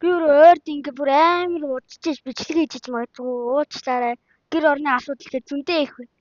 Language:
Mongolian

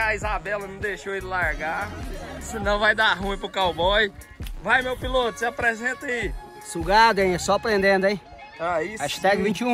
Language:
Portuguese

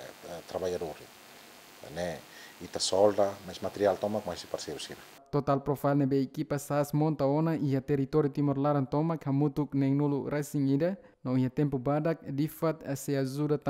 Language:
Tetum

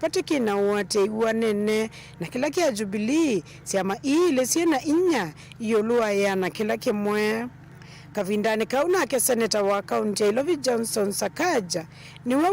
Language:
Kamba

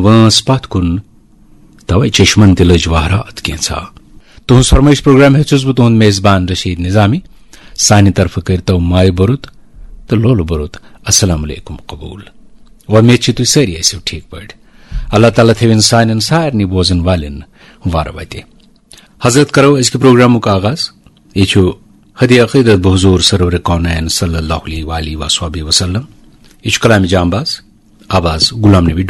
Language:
Kashmiri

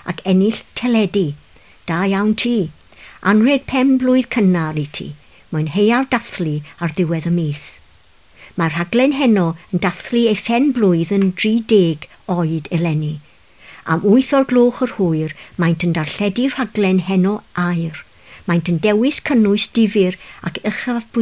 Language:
Welsh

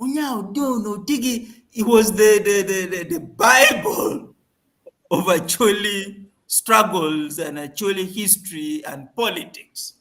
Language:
Acoli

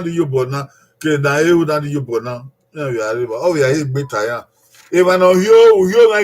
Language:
Bini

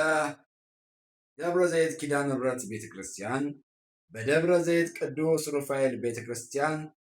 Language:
Amharic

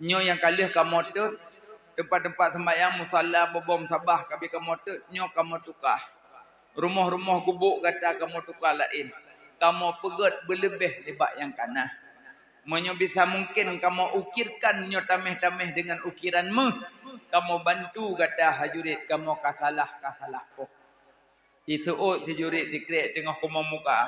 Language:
Achinese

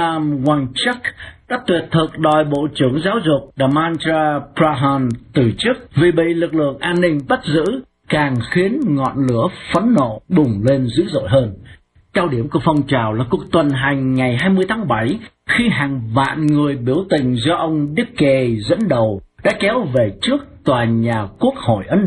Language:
Vietnamese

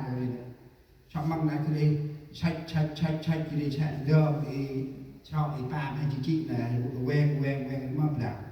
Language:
Central Mnong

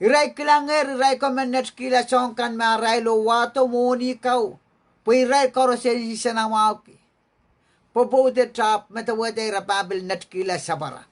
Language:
Pohnpeian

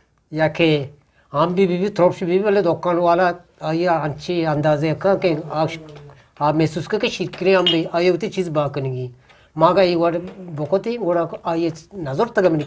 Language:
Eastern Balochi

